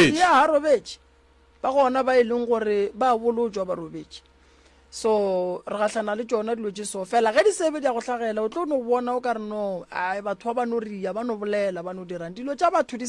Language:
Northern Sotho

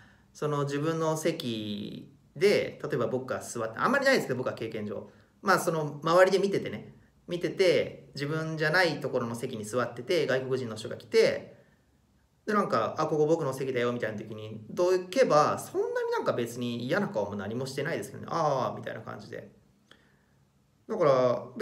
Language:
Japanese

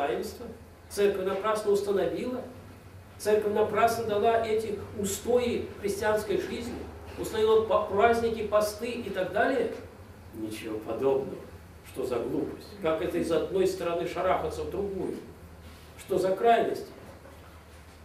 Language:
Russian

